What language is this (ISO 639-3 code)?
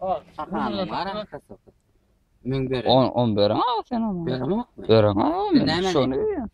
tuk